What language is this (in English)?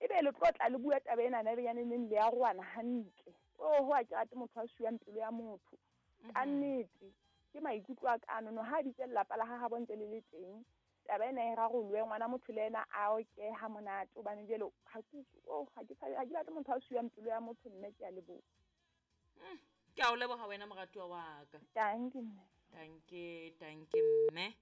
Southern Sotho